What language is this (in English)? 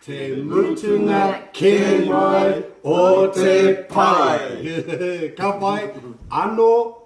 Māori